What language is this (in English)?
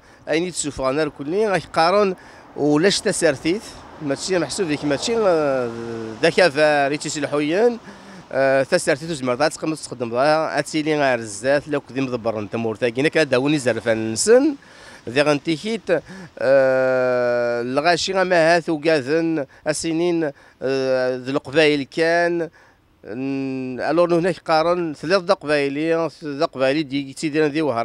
Kabyle